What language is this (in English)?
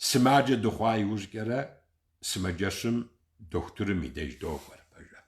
Kabardian